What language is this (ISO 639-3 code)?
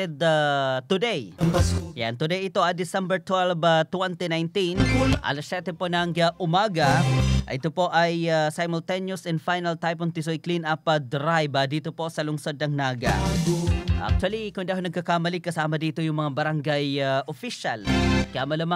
fil